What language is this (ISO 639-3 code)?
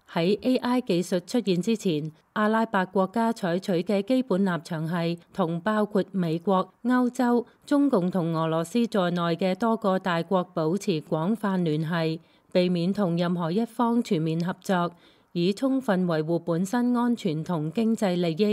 yue